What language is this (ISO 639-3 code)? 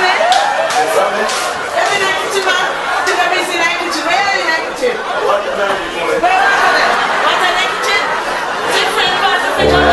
jam